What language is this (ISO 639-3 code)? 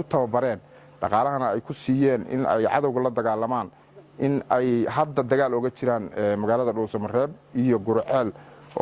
som